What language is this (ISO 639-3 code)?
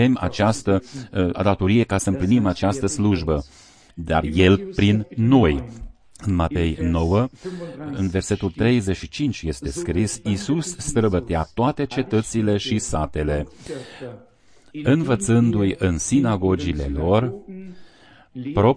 ron